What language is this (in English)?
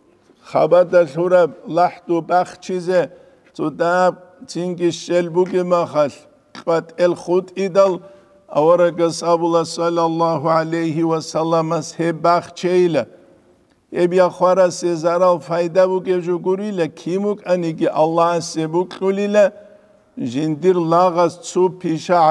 Avaric